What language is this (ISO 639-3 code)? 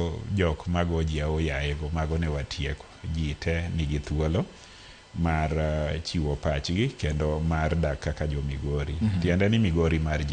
luo